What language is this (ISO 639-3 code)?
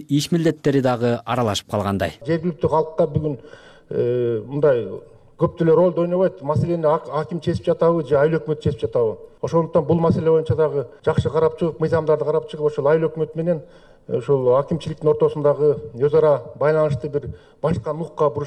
kir